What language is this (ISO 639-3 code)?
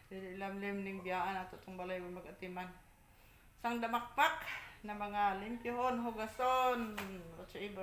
ceb